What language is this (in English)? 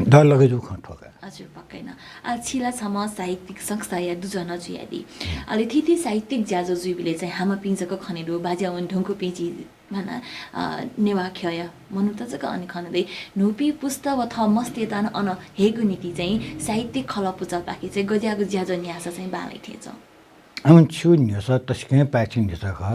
Newari